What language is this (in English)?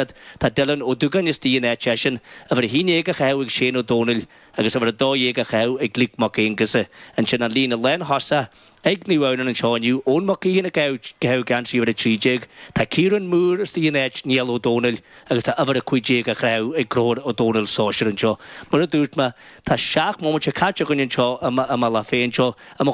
Irish